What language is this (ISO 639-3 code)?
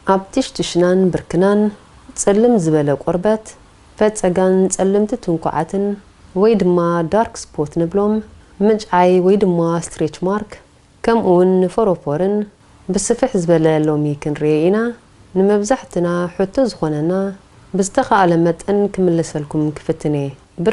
tir